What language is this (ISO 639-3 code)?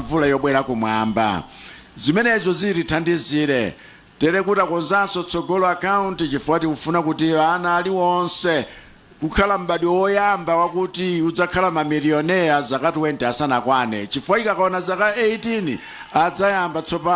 nya